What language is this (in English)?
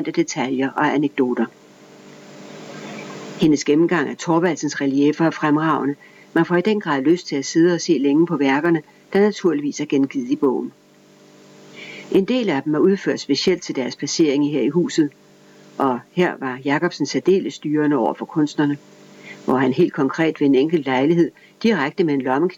Danish